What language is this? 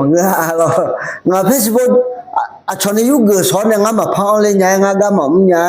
Akha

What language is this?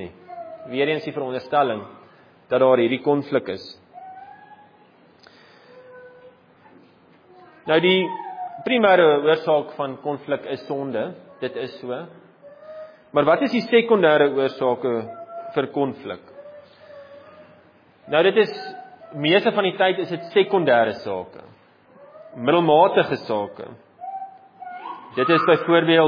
Afrikaans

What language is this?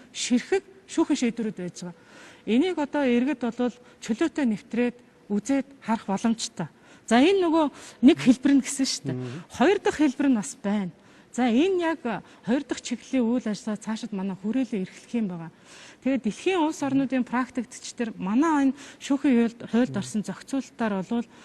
Mongolian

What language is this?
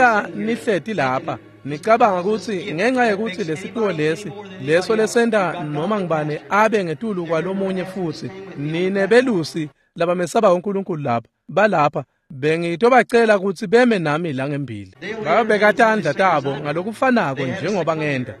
Swati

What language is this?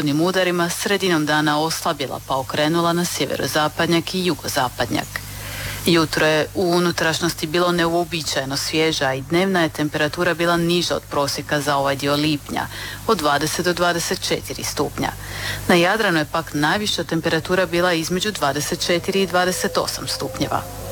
Croatian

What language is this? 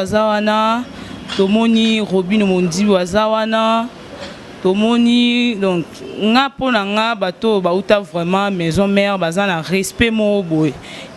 Lingala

